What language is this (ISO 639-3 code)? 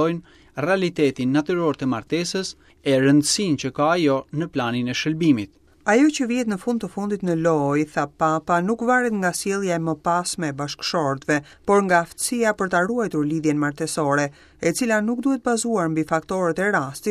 sqi